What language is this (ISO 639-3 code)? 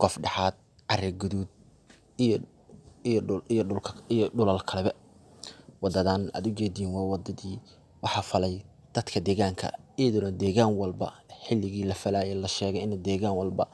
som